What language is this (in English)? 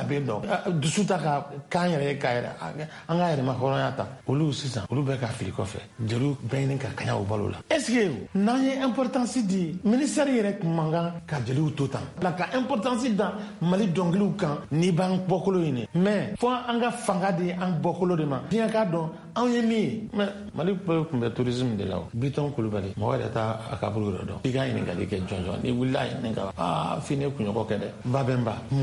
Bambara